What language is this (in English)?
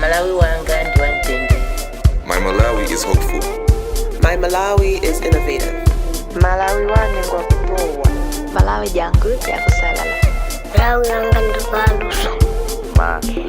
Nyanja